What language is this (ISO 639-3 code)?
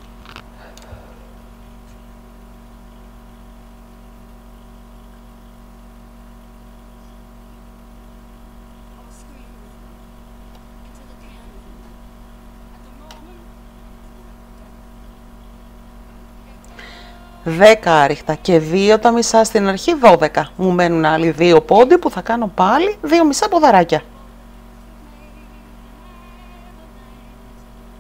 ell